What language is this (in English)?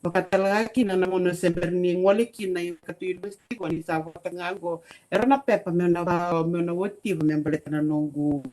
Fijian